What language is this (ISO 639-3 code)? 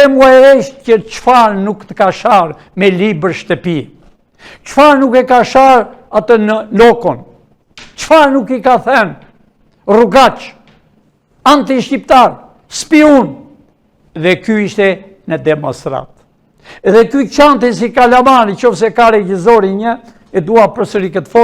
sqi